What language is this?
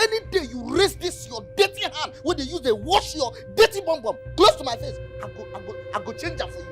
Nigerian Pidgin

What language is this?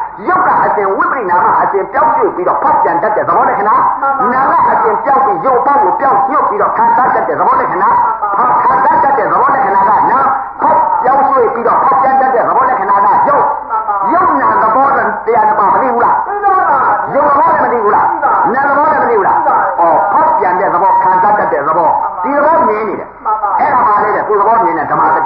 Burmese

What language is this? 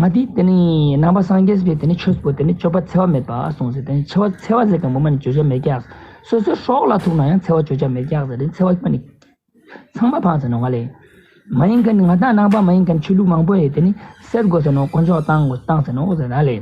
Ladakhi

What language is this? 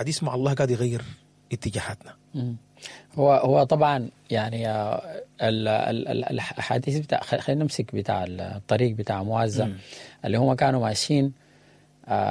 Sudanese Arabic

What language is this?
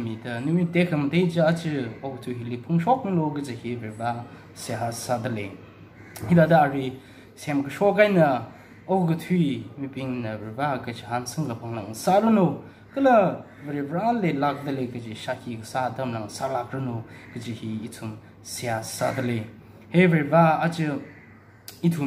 Tangkhul Naga (India)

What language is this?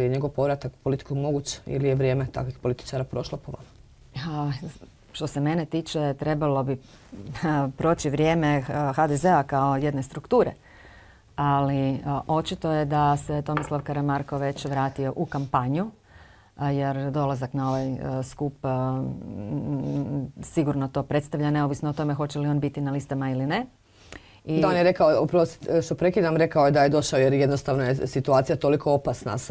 Croatian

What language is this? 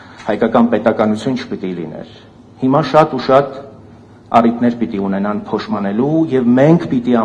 Armenian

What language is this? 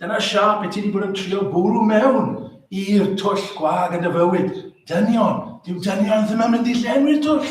Welsh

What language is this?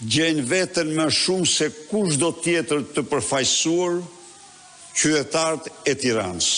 Albanian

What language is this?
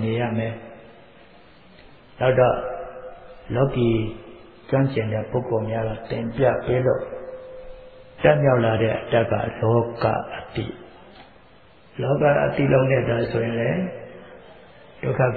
Burmese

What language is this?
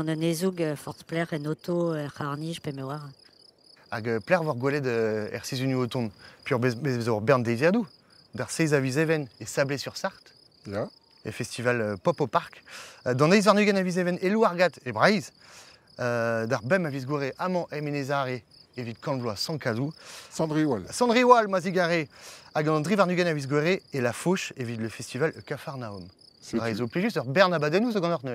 Breton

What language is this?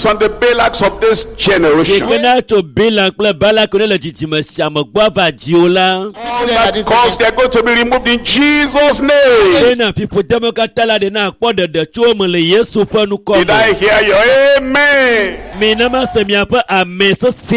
Ewe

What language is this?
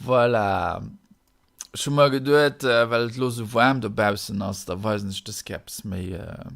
Luxembourgish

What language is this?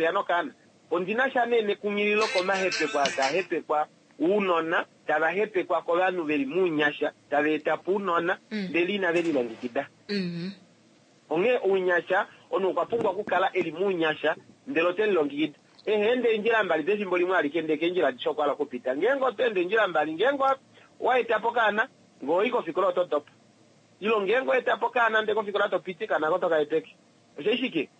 Kuanyama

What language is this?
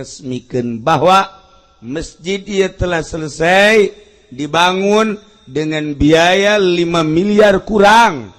Sundanese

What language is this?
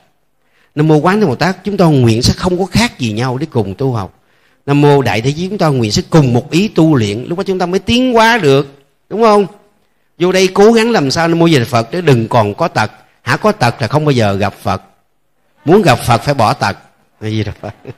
Vietnamese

